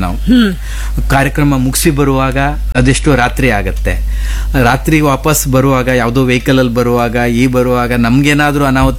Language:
Kannada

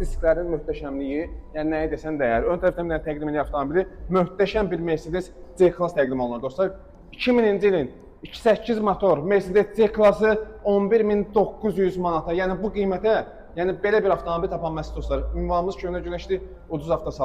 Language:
Azerbaijani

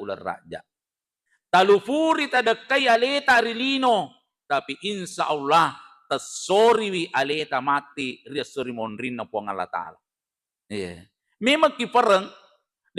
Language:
Buginese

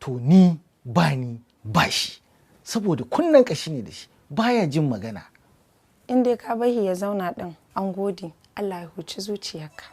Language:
Hausa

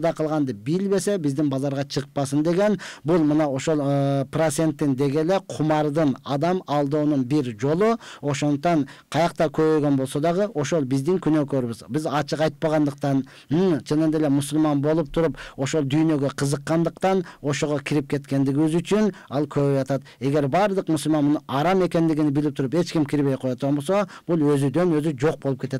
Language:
Kyrgyz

